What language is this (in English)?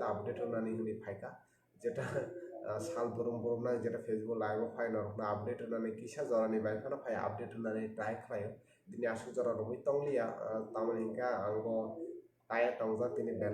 Kok Borok